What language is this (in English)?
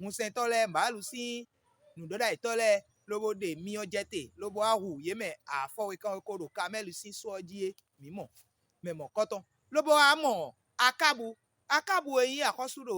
Fon